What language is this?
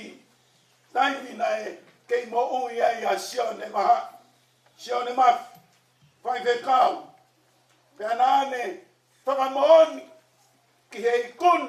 Tongan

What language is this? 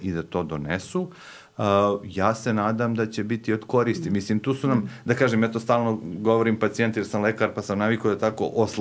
Serbian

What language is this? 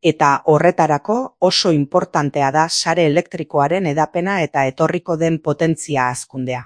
Basque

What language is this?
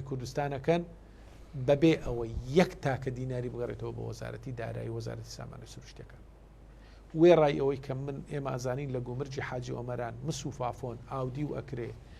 Central Kurdish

